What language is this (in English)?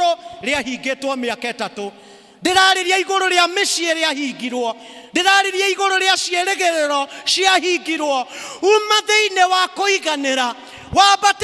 Kikuyu